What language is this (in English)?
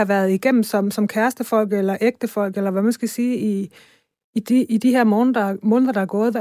Danish